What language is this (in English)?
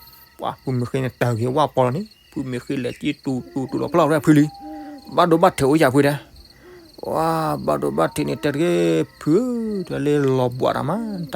S'gaw Karen